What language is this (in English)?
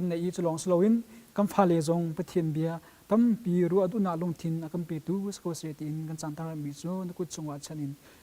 Hakha Chin